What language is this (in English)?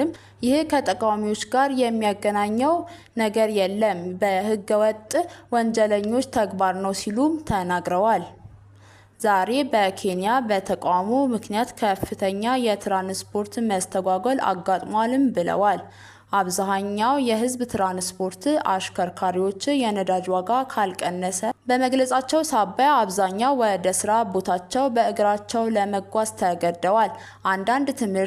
Amharic